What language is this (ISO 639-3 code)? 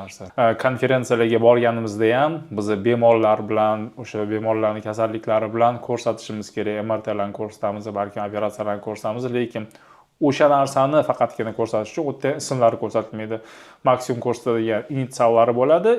uzb